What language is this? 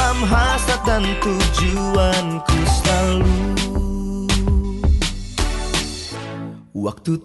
Indonesian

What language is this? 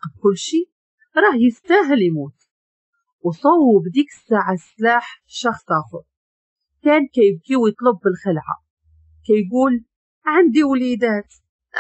Moroccan Arabic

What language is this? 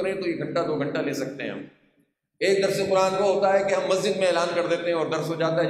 Urdu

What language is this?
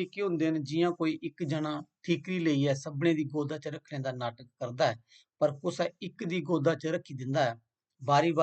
Dogri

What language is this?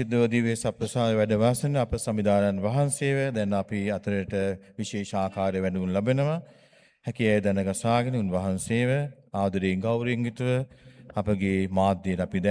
Sinhala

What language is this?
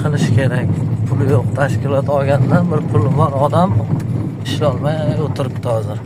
Uzbek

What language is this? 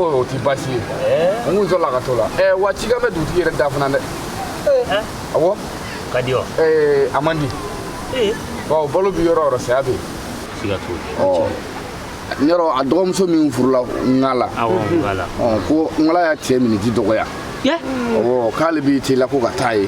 Bambara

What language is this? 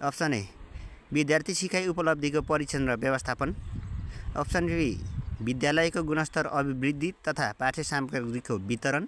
Nepali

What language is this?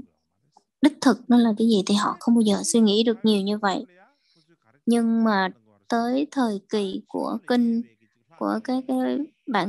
Vietnamese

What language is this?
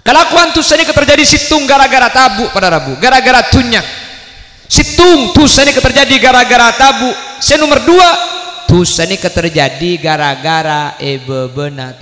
Madurese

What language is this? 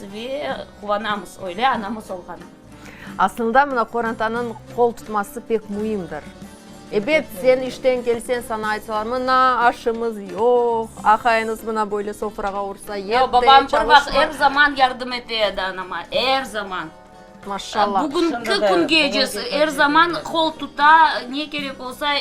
Crimean Tatar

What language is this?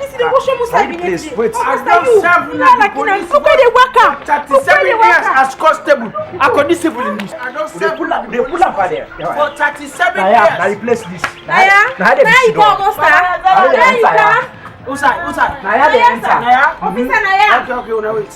Krio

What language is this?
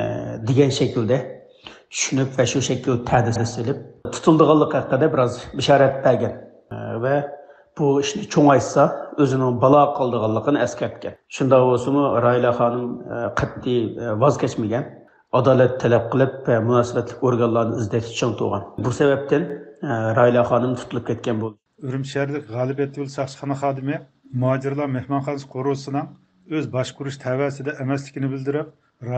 Uyghur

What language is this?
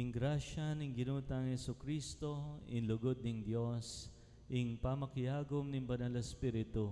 Pampanga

